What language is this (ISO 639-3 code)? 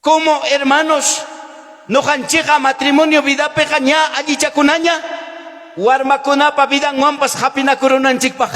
quy